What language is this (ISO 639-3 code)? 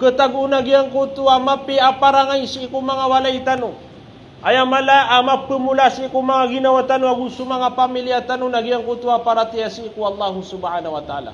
mrw